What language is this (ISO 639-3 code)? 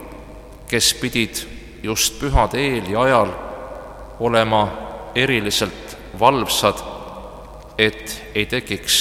est